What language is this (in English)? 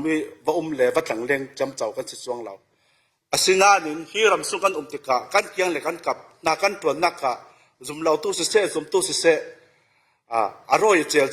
Falam Chin